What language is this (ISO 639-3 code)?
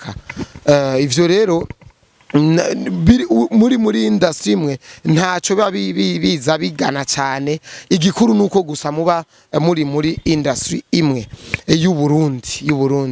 run